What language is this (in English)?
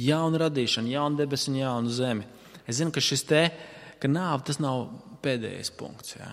Latvian